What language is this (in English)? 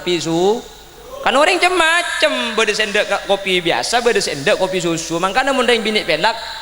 Madurese